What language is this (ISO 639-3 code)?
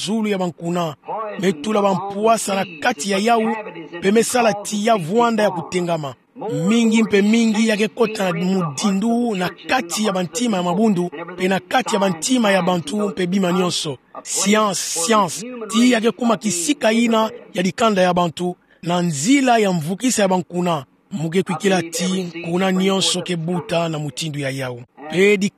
ktu